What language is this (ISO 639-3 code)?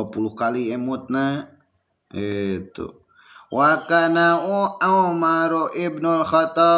sun